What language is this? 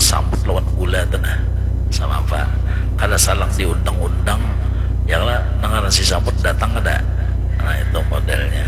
Banjar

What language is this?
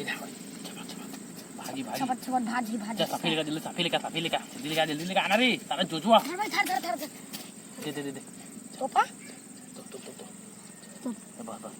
Chhattisgarhi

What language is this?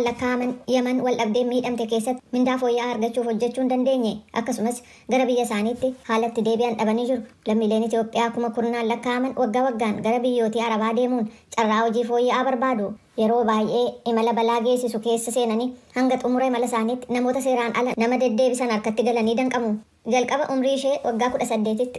Oromo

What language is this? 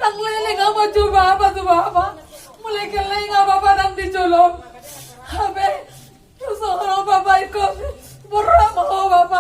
Batak Toba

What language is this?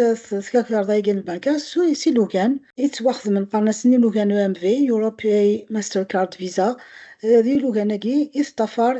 Kabyle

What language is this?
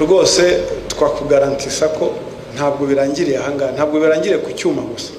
Kinyarwanda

